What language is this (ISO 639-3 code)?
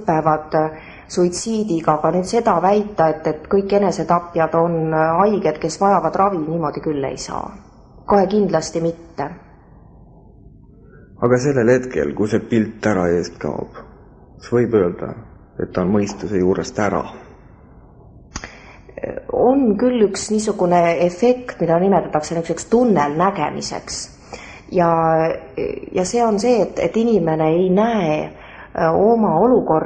est